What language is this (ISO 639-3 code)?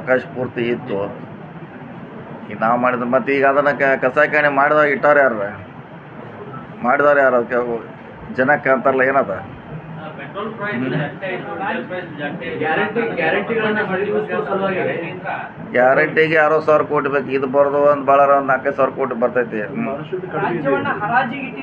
kan